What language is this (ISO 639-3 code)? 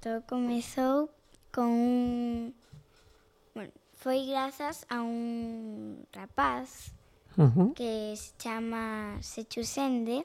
glg